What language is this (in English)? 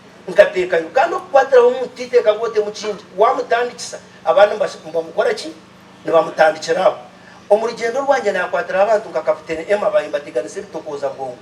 Nyankole